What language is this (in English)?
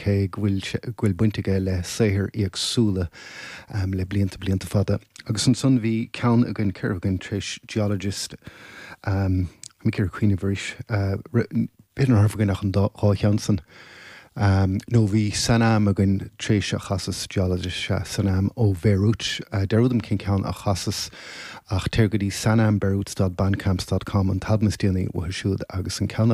Irish